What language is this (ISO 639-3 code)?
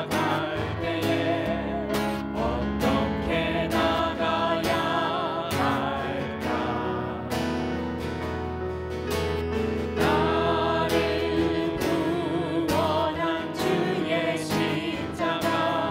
kor